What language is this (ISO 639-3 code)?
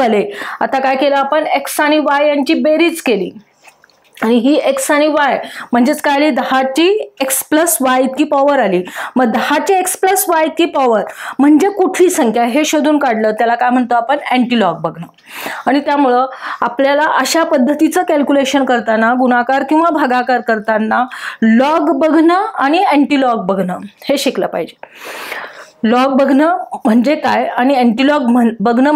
mar